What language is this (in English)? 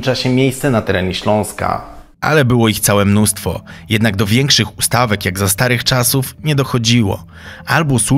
Polish